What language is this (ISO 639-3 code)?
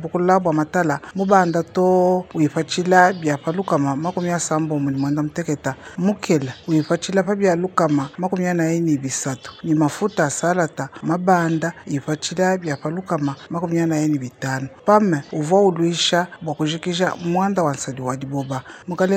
lua